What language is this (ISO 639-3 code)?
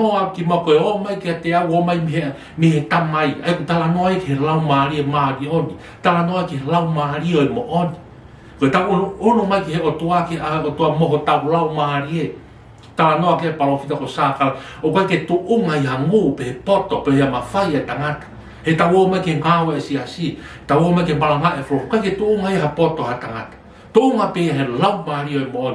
ton